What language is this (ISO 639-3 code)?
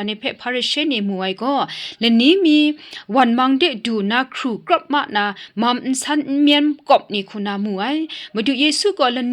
kac